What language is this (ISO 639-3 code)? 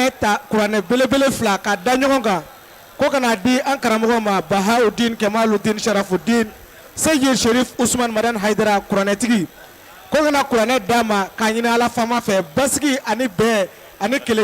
bam